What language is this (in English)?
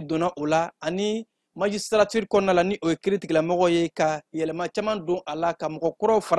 Bambara